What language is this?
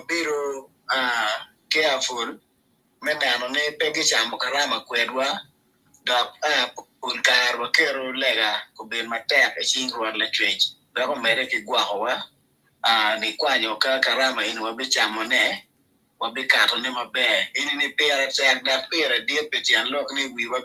Acoli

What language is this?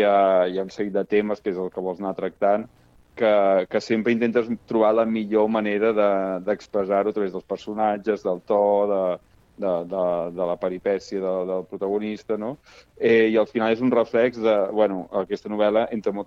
Catalan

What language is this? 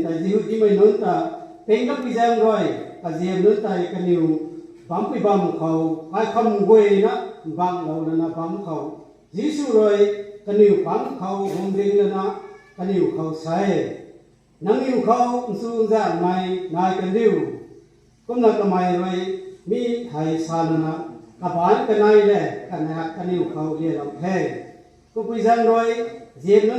Rongmei Naga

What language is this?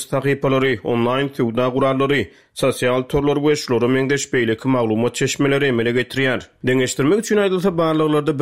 Turkmen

